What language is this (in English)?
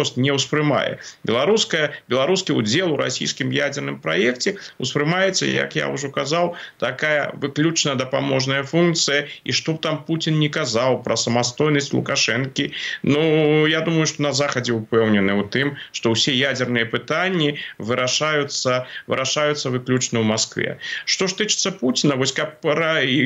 Belarusian